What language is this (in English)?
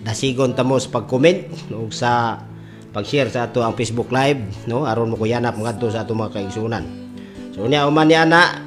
Cebuano